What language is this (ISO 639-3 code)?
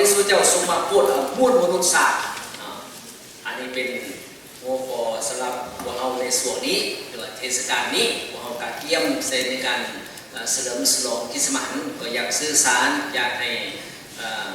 lao